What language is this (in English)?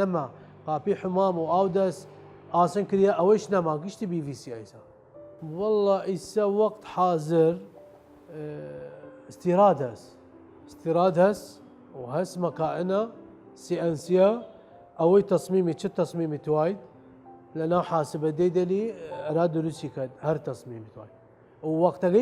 Southern Kurdish